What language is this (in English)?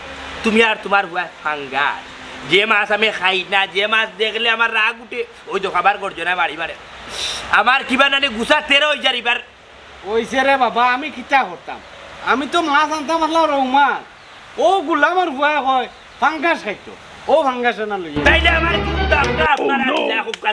Sylheti